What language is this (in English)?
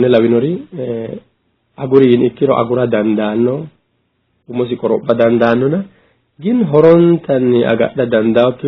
Sidamo